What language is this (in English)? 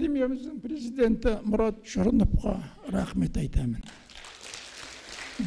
Kazakh